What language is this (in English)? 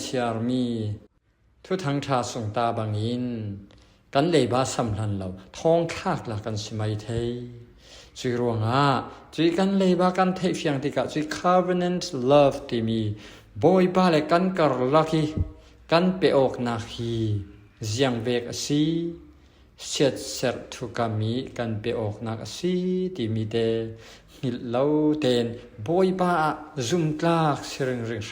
Falam Chin